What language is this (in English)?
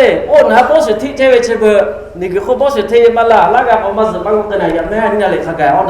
Lahu